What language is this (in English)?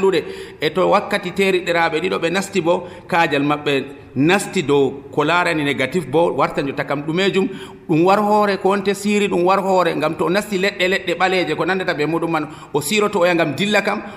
Nigerian Fulfulde